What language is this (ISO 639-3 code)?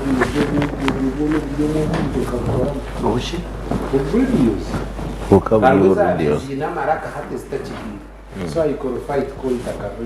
nyn